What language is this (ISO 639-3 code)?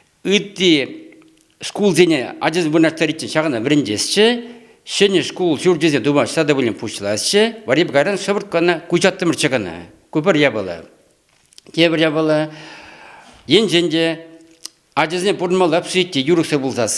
chv